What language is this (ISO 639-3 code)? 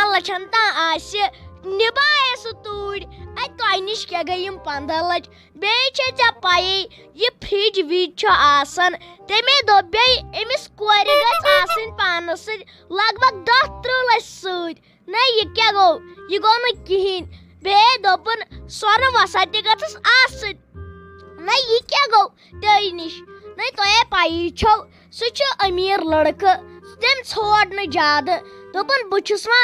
kas